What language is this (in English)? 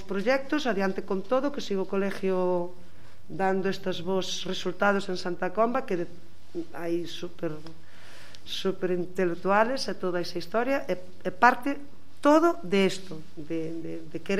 Galician